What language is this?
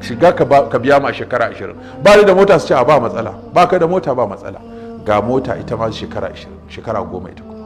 Hausa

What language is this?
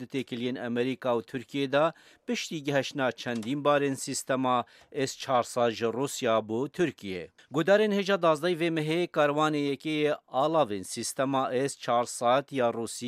Kurdish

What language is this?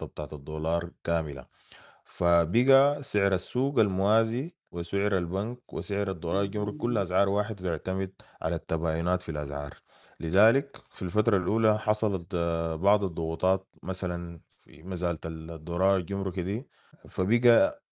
Sudanese Arabic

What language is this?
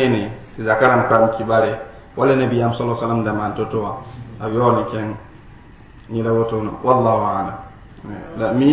Mossi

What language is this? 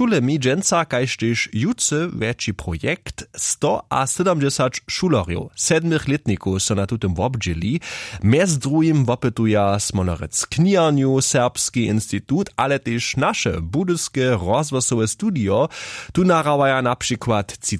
Upper Sorbian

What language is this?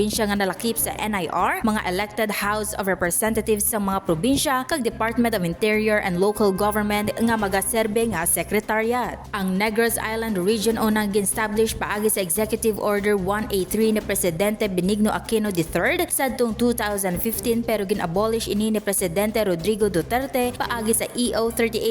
Hiligaynon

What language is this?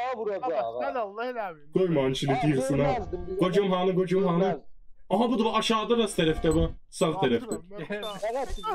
South Azerbaijani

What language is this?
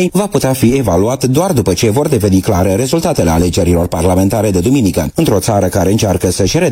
Romanian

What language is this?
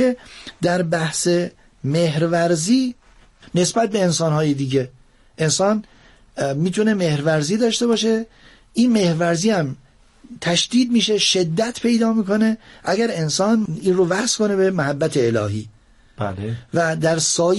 Persian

